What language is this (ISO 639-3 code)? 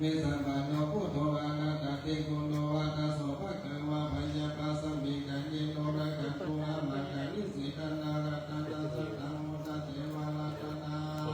pli